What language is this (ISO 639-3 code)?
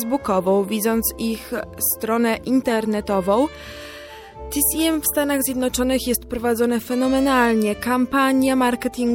pol